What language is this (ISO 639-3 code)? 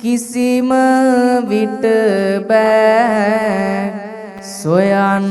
sin